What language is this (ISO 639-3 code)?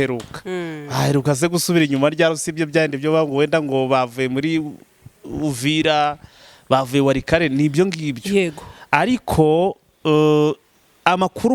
kin